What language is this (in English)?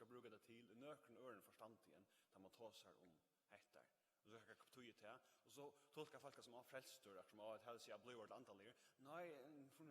Faroese